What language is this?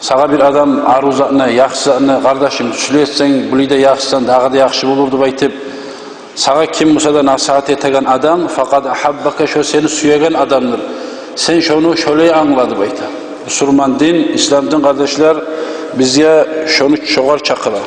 Kumyk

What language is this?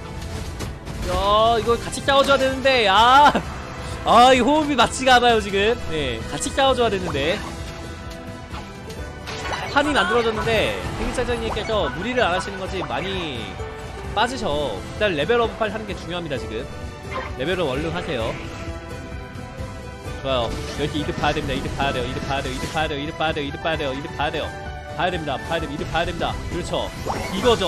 Korean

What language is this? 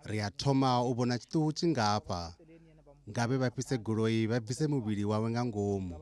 Venda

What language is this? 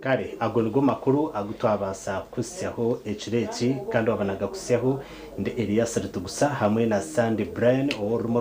Nyankole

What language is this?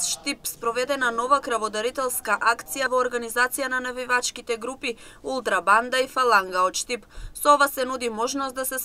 Macedonian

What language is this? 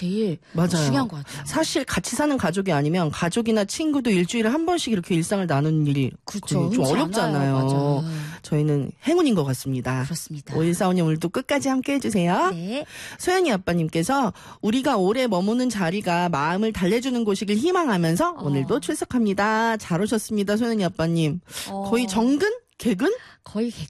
Korean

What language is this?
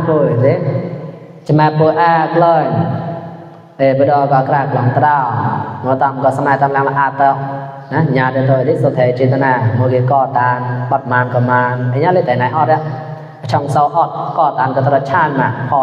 Mon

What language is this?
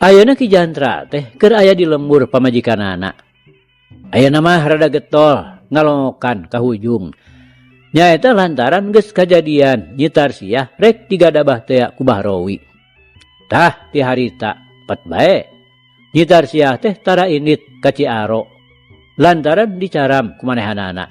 Sundanese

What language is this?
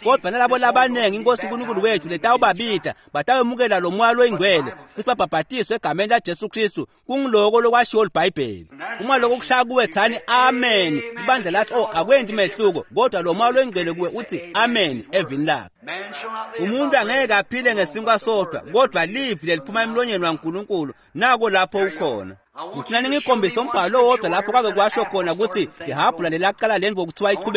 Swati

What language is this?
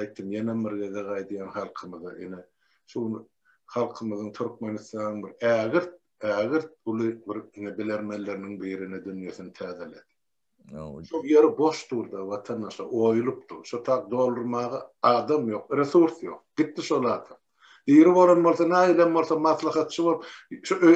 Turkmen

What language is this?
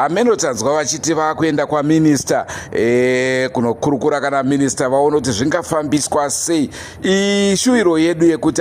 Shona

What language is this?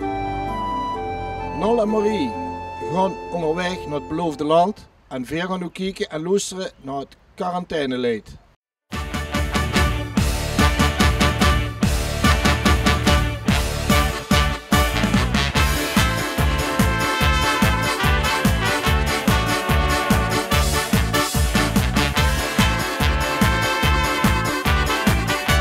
Dutch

